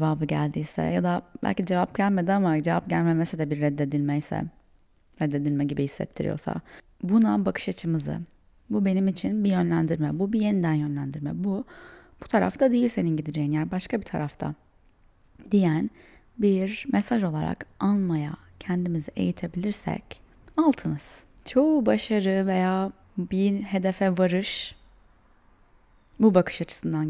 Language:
Turkish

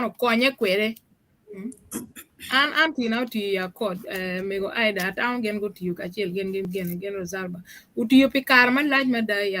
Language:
Acoli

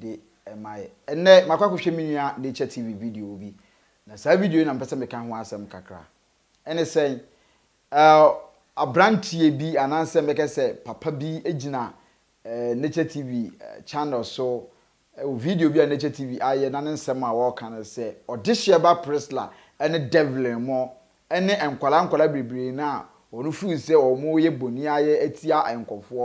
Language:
Akan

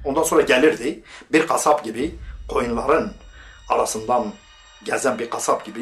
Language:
Turkish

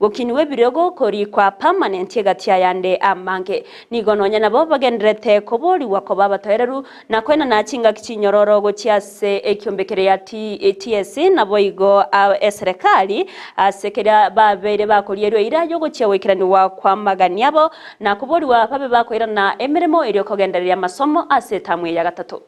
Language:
Gusii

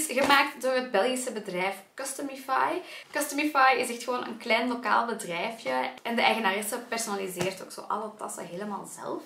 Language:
Dutch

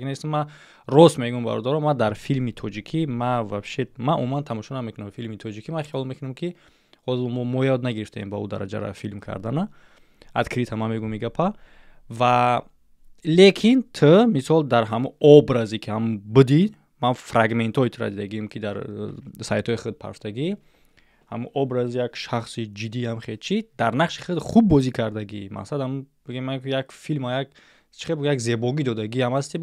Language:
Tajik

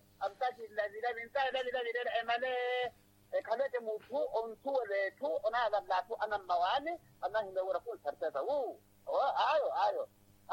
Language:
Makhuwa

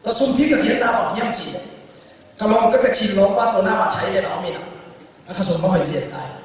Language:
Tedim Chin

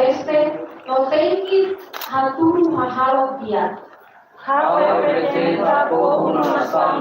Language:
Tetum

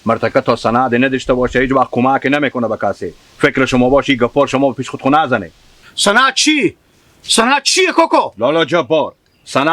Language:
Hazaragi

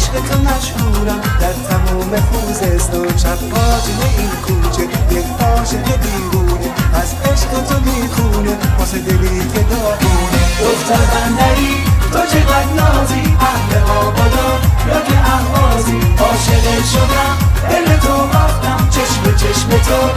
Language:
Persian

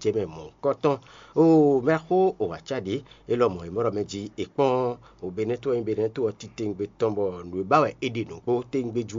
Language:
Fon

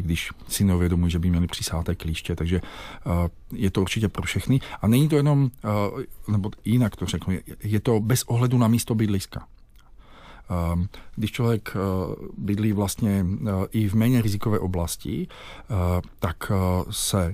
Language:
Czech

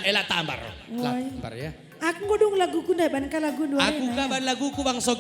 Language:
Batak Karo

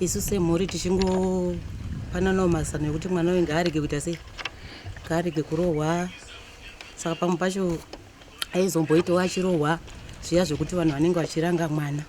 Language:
Shona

